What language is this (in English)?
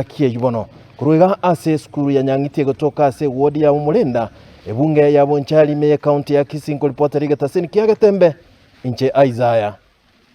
Gusii